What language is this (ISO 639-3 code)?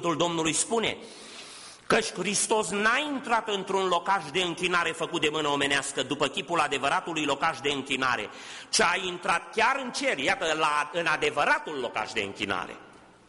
ron